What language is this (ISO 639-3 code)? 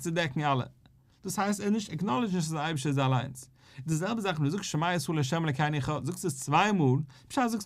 yid